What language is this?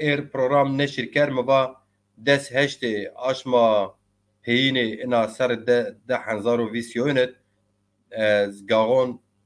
Zaza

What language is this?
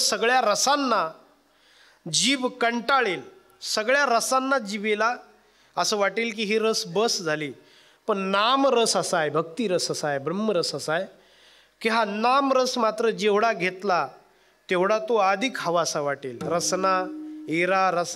Marathi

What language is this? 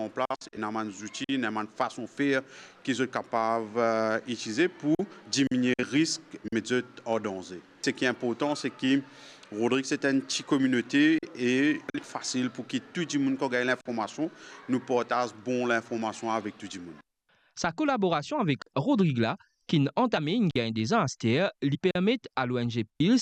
Morisyen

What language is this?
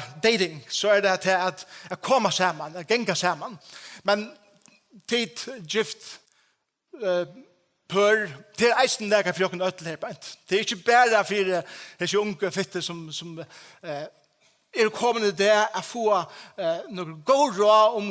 Faroese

